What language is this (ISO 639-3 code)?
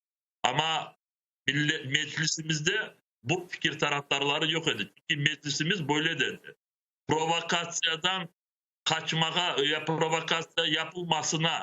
crh